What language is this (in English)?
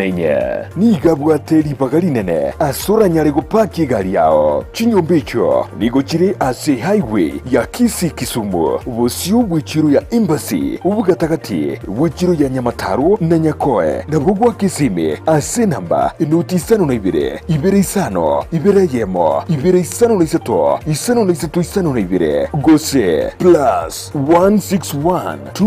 Gusii